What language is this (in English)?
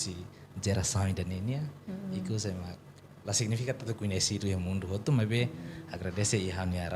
Tetum